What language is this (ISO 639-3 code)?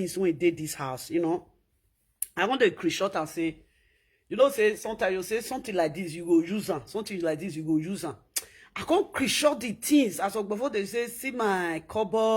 pcm